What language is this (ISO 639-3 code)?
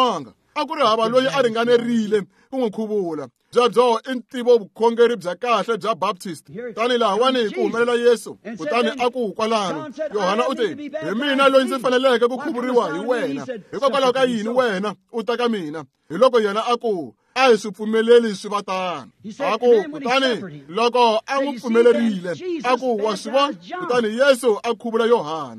tso